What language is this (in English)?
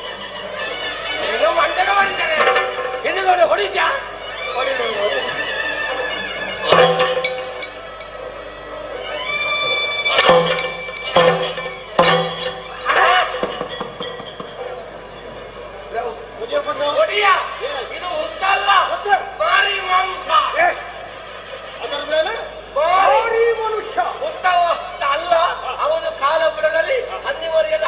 Kannada